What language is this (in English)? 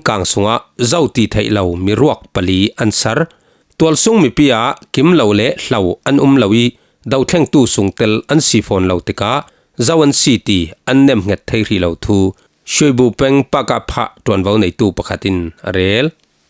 Falam Chin